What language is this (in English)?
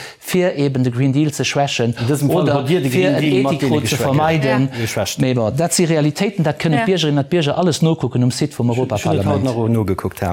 Luxembourgish